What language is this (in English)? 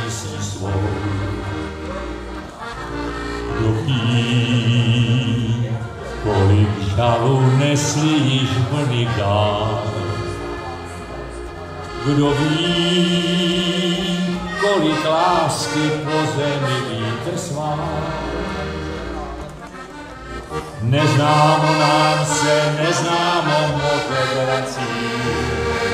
Czech